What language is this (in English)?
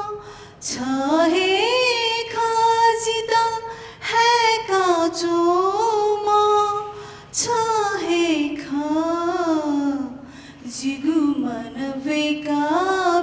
Newari